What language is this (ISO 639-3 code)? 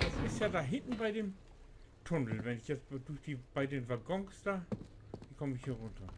nds